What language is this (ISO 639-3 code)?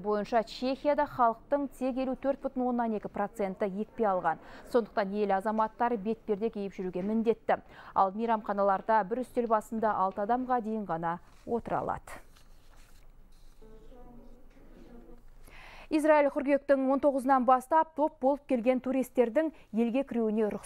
kaz